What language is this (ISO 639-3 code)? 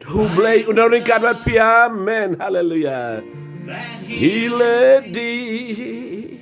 kha